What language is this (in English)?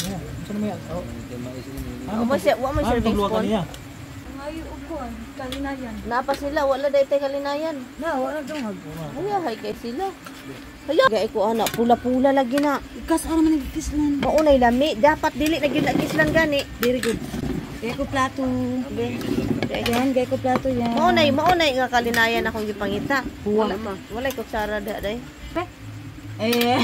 Cebuano